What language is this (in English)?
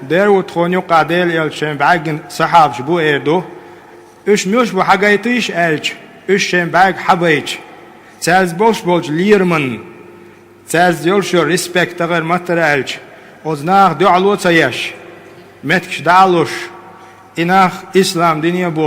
Chechen